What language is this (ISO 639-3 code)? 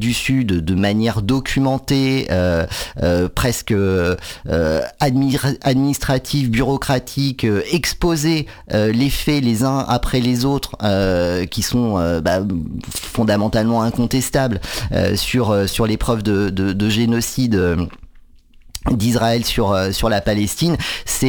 fra